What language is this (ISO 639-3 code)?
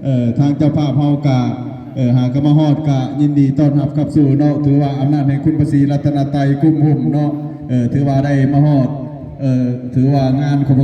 tts